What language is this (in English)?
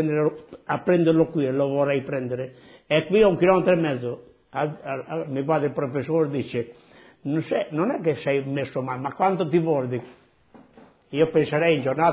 Italian